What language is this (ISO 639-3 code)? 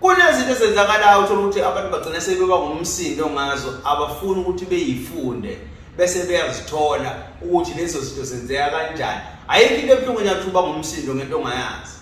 zul